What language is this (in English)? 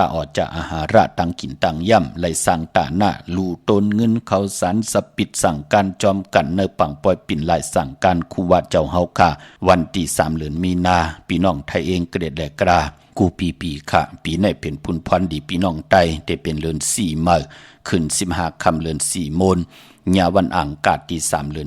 Shan